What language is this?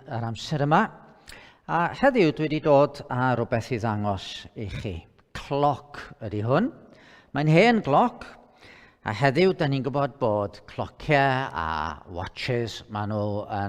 Welsh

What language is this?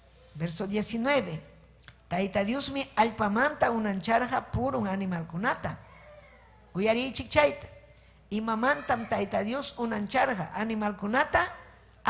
Ayacucho Quechua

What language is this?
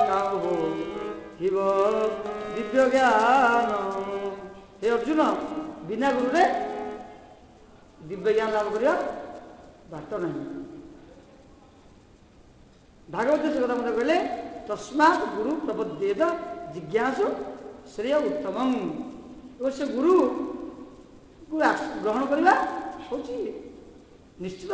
Odia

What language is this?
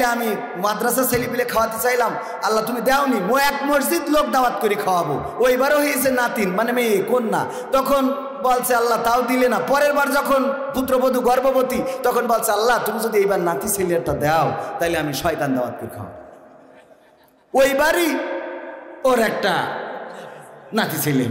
Bangla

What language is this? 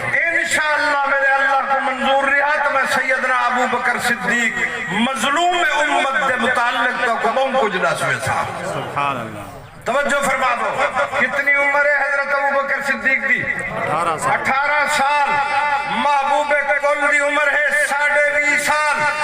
Saraiki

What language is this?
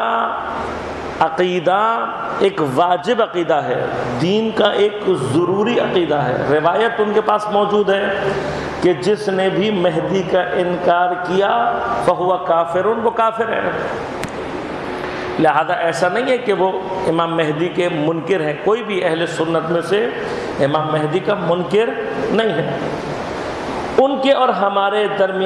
Urdu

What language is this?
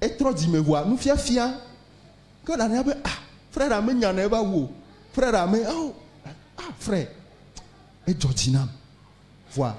Ewe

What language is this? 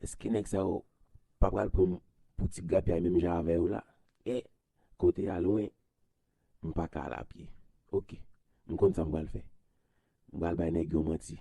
Haitian Creole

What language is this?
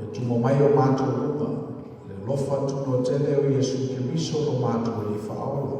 Samoan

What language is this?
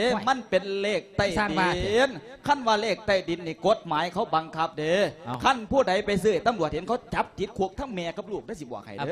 Lao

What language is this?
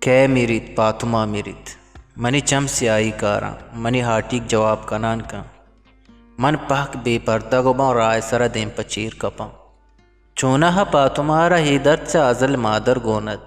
Eastern Balochi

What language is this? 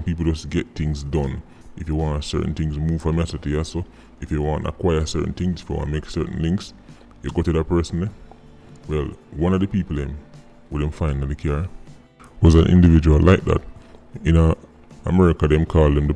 Jamaican Creole English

